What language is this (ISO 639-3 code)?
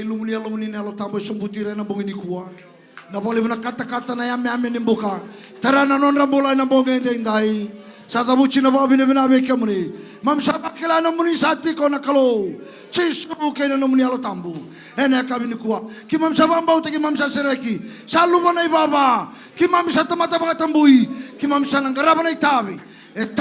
fij